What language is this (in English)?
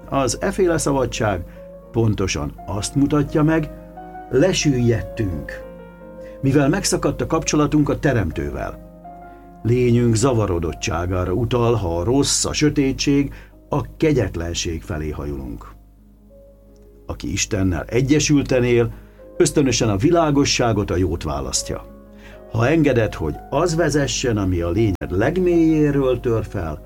Hungarian